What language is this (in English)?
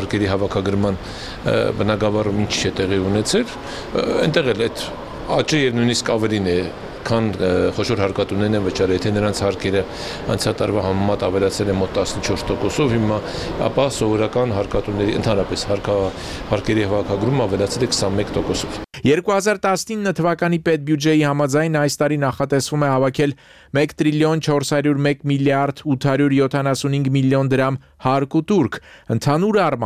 Armenian